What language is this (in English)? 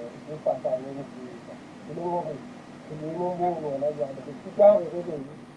Southern Sotho